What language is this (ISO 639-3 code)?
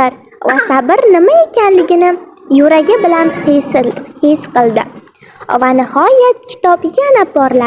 uzb